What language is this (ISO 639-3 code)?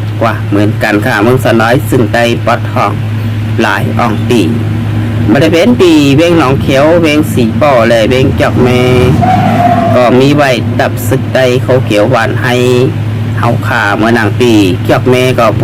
shn